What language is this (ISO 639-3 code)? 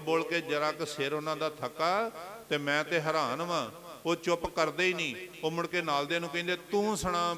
pan